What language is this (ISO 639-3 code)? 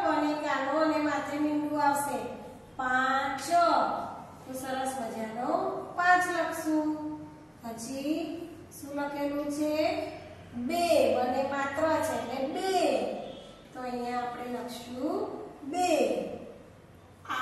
guj